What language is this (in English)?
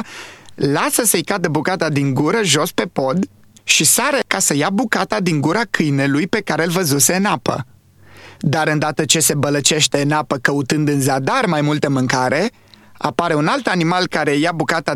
Romanian